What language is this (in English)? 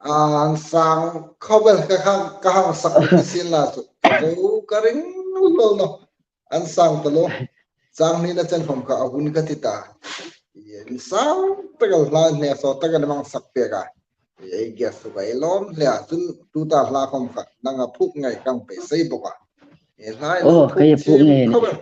Hmar